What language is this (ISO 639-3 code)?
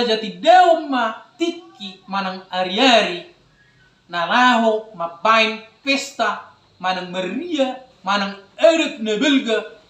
bbc